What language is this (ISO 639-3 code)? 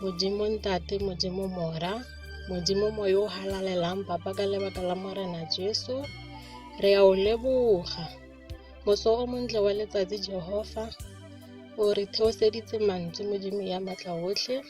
tsn